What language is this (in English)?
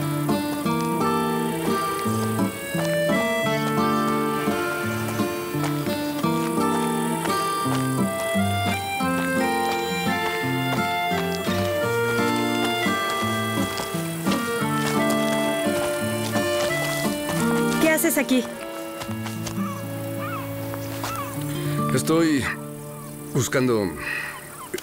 Spanish